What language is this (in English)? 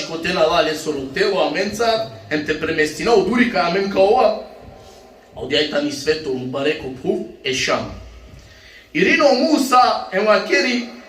Balkan Romani